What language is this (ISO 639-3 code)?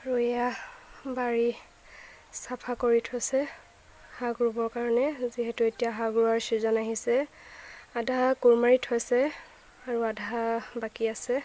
asm